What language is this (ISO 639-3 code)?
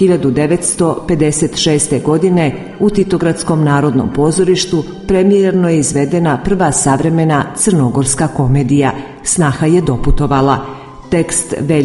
srp